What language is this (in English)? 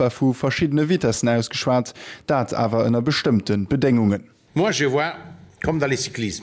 Luxembourgish